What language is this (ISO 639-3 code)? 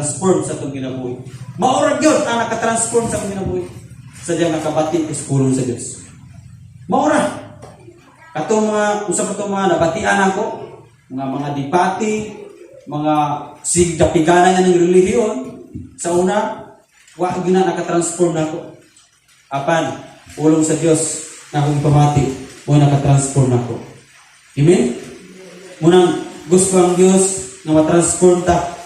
ceb